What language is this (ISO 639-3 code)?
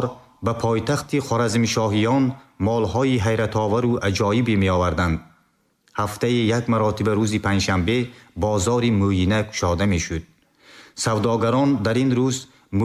tgk